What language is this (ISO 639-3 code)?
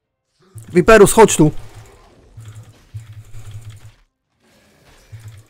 pol